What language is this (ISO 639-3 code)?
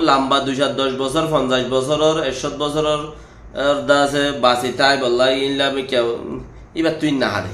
rhg